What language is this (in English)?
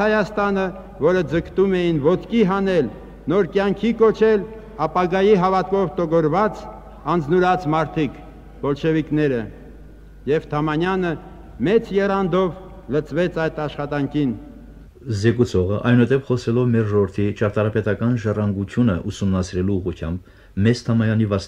Armenian